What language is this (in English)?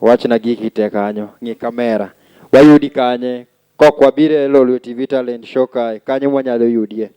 Luo (Kenya and Tanzania)